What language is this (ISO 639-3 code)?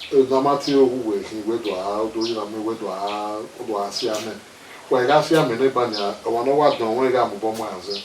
bin